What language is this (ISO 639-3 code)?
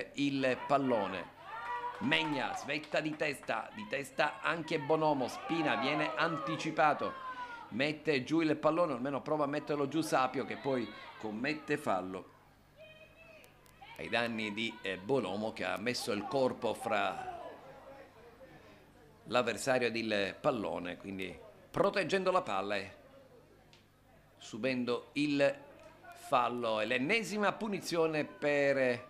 ita